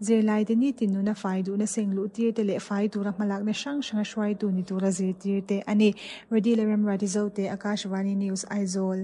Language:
Mizo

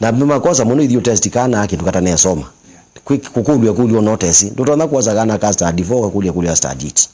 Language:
Kamba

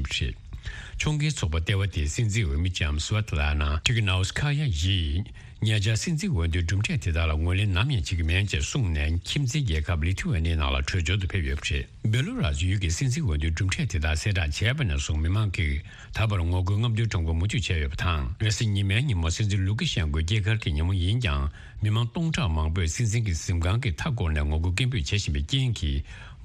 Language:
Tibetan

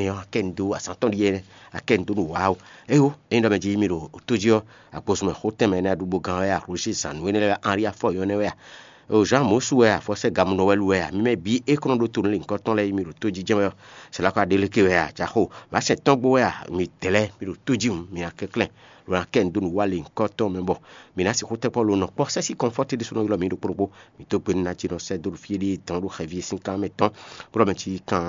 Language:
Fon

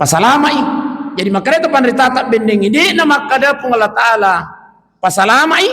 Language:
Buginese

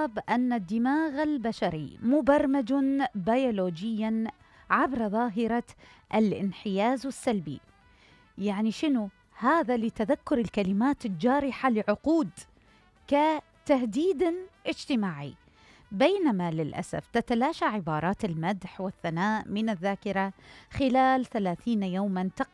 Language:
Mesopotamian Arabic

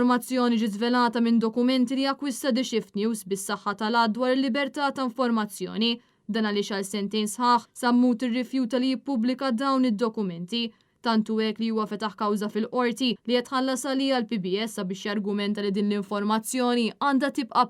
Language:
Maltese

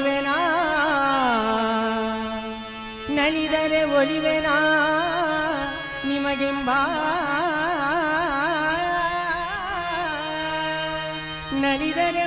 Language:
Kannada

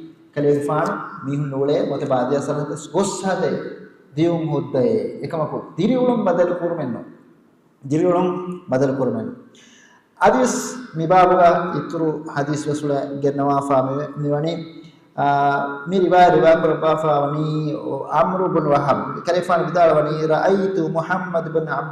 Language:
Divehi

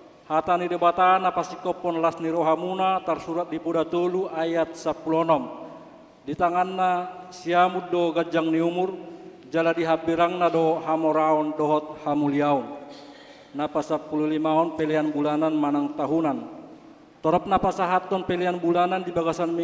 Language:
Batak Toba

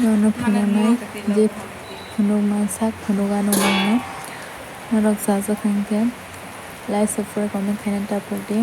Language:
Kok Borok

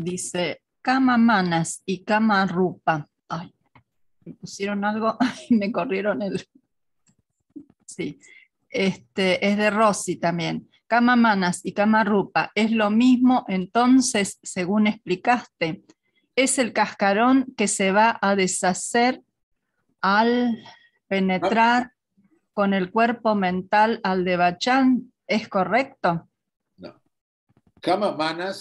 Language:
Spanish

